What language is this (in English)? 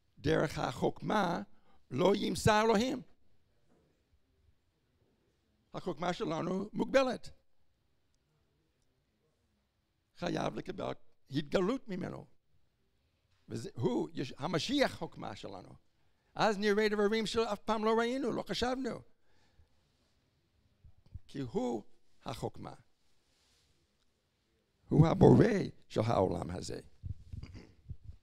Hebrew